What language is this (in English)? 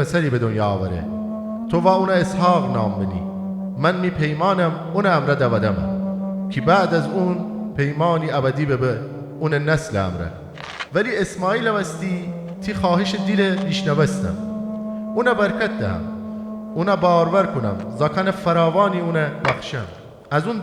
Gilaki